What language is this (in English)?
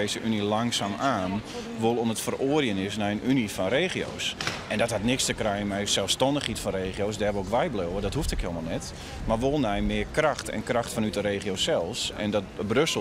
Western Frisian